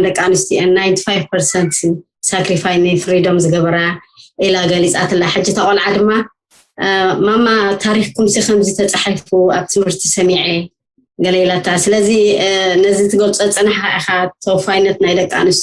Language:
Tigrinya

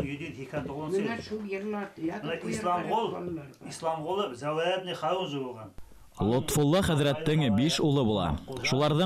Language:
Bashkir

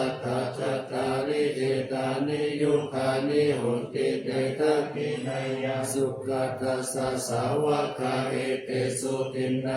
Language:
Pali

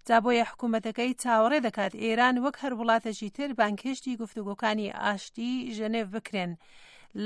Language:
Central Kurdish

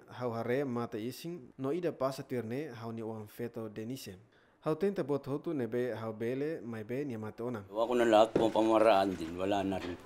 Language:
Tetum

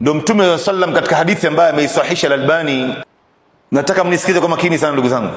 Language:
Swahili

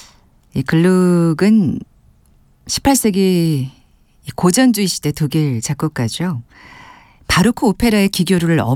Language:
Korean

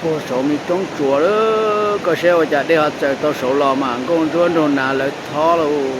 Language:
Hmong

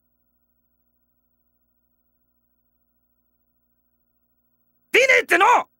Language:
Japanese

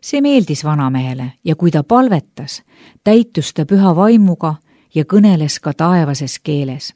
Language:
Estonian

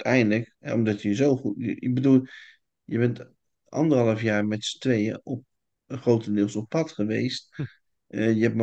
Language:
Dutch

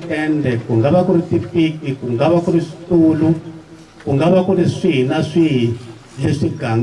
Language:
Tsonga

